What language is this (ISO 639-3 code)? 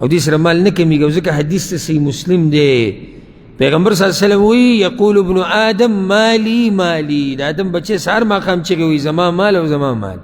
pus